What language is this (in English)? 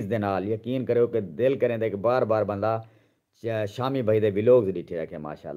Saraiki